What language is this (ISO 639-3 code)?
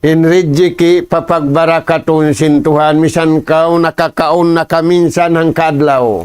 tsg